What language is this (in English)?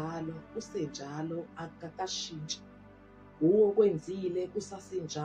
Zulu